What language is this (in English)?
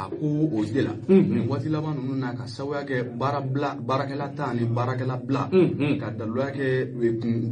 Bambara